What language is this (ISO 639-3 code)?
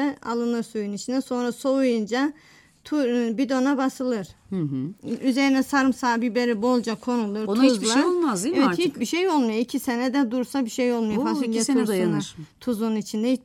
tur